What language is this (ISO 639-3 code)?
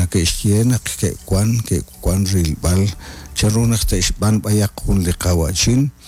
kek